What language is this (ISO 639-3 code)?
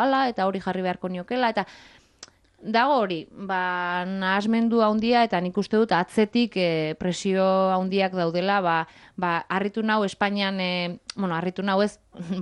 eus